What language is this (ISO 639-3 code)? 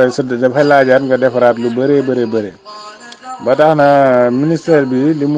wol